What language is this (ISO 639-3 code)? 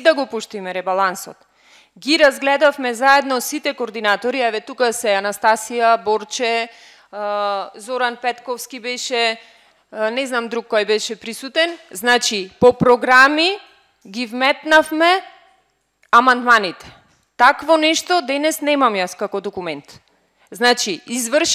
mkd